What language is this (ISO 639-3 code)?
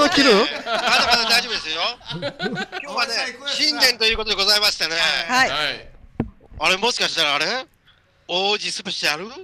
jpn